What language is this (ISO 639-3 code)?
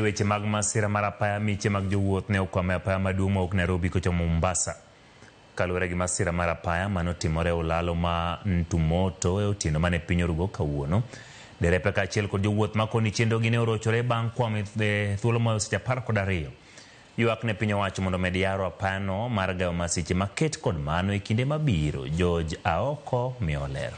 luo